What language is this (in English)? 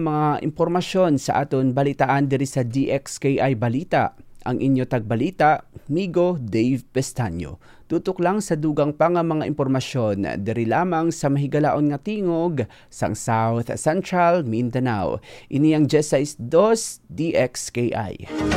Hiligaynon